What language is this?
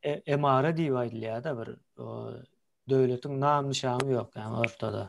Turkmen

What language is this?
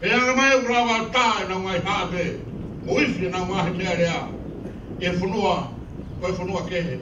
Tongan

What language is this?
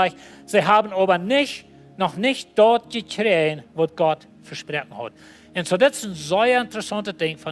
Plautdietsch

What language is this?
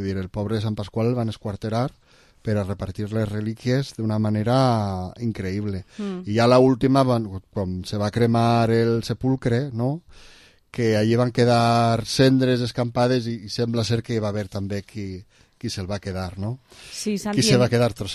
Catalan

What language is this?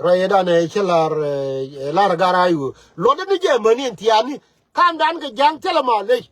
Nuer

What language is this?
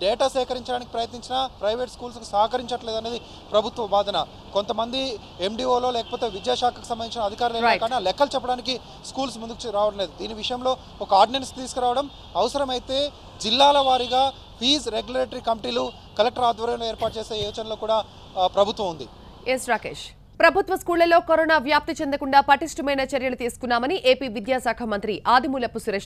Telugu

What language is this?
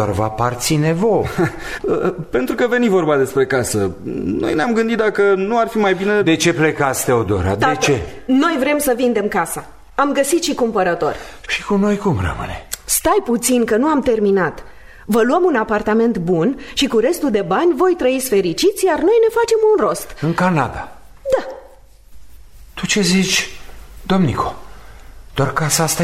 Romanian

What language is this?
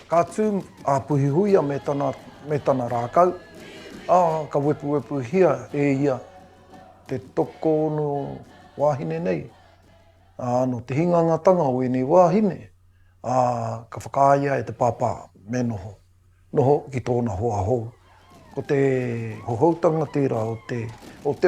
Māori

